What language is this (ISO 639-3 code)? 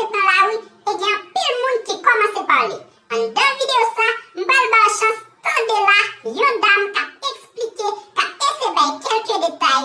hat